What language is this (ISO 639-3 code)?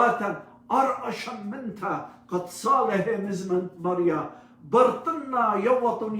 aii